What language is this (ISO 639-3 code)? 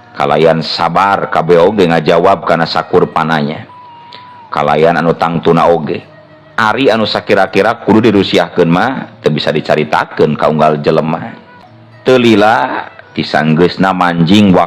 sun